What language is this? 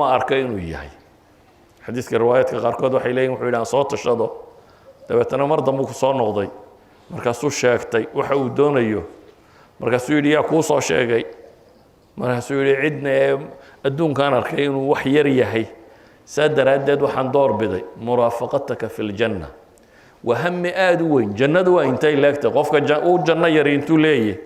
Somali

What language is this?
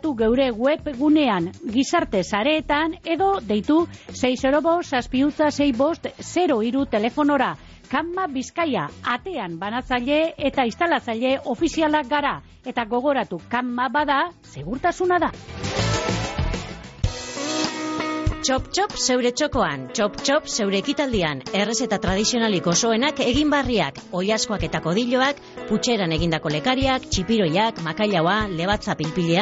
Basque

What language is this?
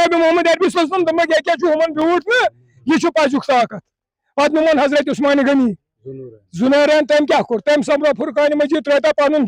Kashmiri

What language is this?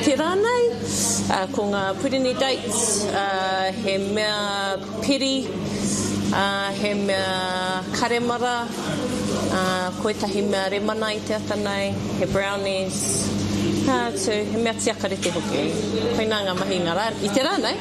Māori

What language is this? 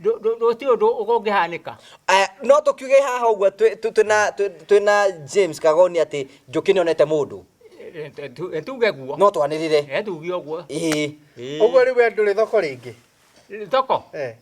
Kikuyu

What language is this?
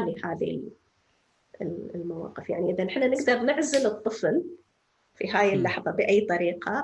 North Levantine Arabic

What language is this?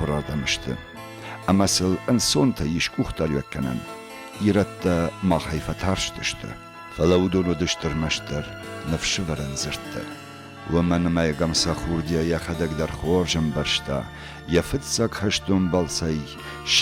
Ossetic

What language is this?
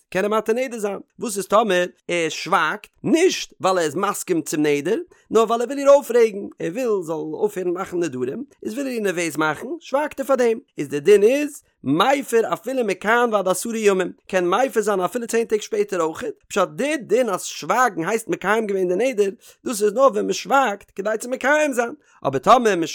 Yiddish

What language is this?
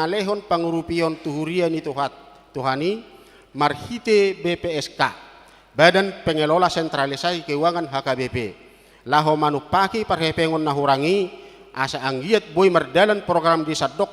Batak Toba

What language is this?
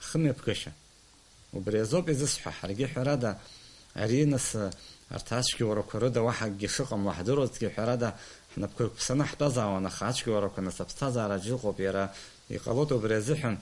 Abkhazian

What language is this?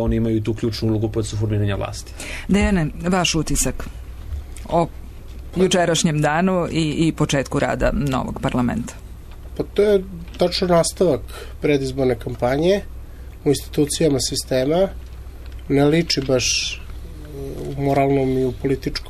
Serbian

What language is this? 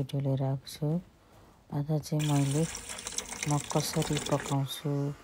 Nepali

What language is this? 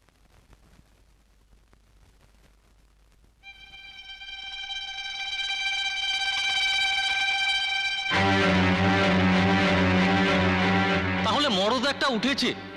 Bangla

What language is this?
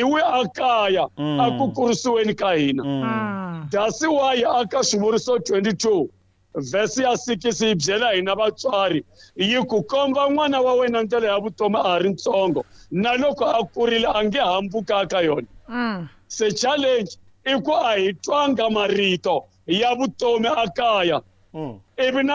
Tsonga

